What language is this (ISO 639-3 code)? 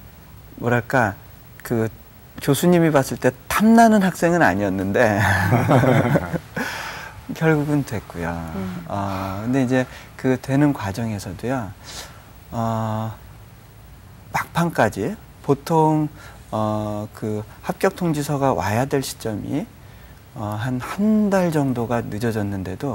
kor